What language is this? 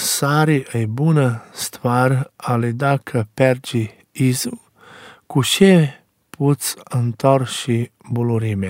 Romanian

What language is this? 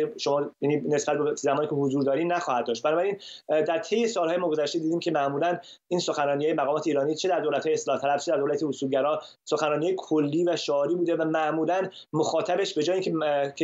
Persian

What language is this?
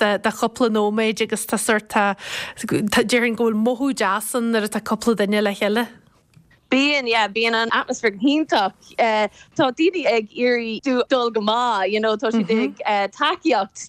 Irish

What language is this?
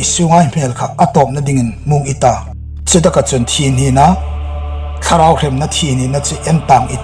Hmar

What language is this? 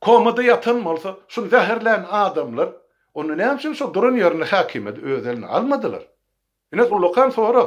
Turkmen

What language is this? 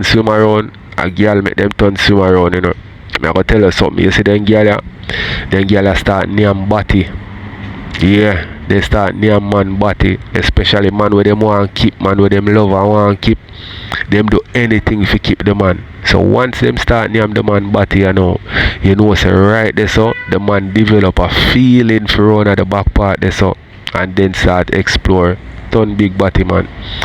Jamaican Creole English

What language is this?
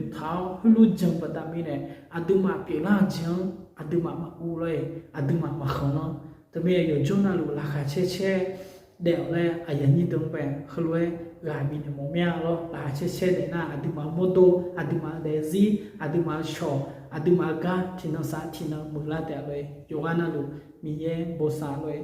Akha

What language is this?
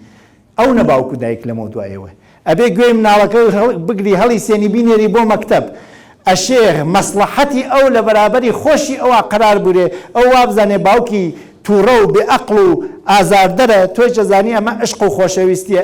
Central Kurdish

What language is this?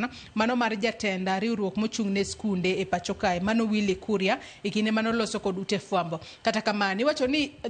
Luo (Kenya and Tanzania)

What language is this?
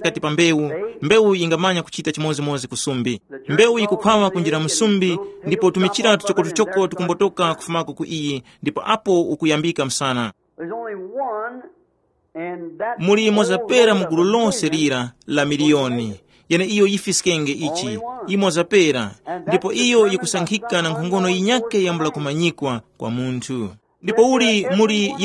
Tumbuka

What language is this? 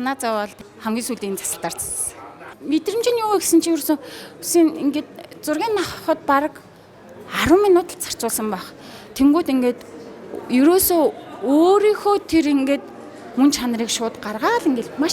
Mongolian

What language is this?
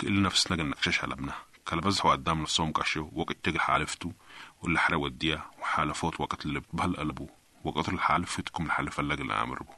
Sudanese Arabic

